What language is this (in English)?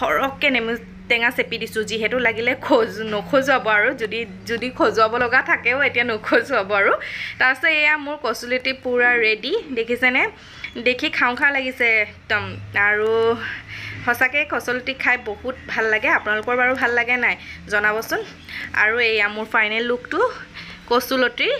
Assamese